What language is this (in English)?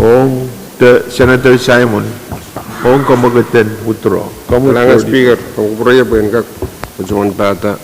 Pohnpeian